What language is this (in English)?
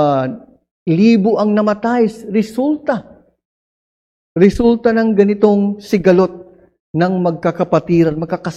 Filipino